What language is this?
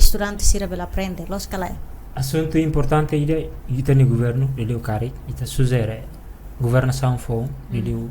Tetum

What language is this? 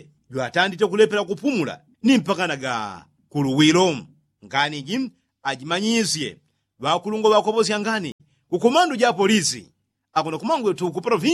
Yao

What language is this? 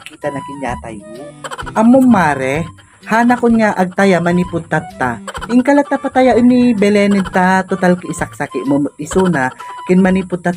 Iloko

